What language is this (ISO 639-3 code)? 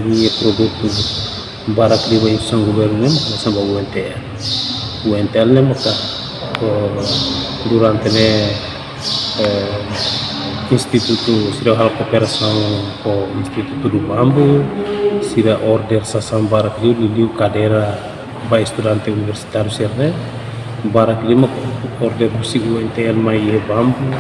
tet